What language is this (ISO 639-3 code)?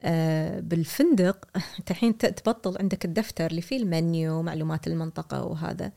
afb